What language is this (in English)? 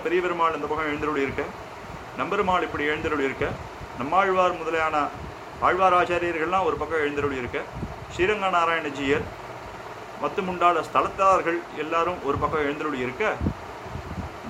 Tamil